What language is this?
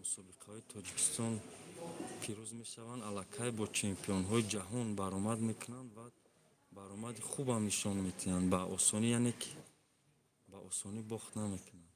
Tajik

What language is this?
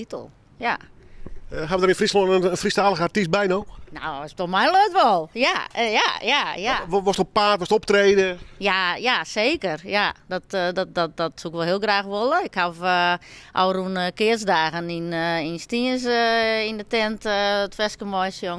Western Frisian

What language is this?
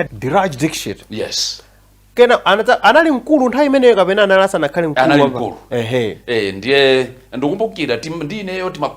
Nyanja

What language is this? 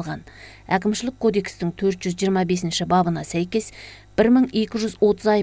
Kazakh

